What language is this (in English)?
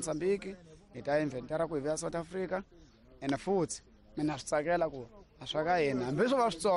Tsonga